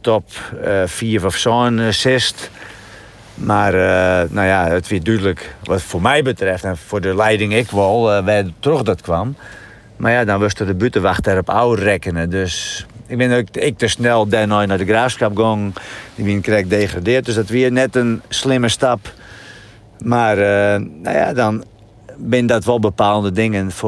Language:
Western Frisian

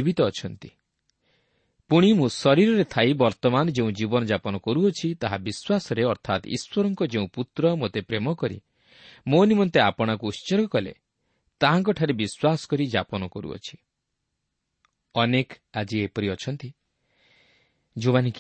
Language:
Odia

